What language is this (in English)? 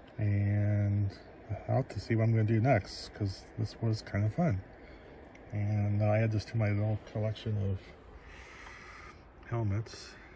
English